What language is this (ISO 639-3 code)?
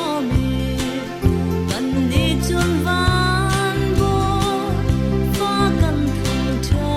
cfm